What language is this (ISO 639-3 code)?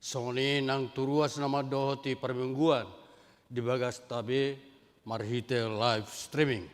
bbc